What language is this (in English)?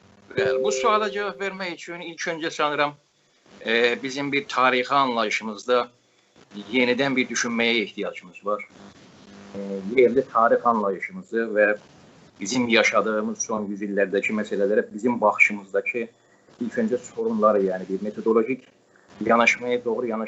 South Azerbaijani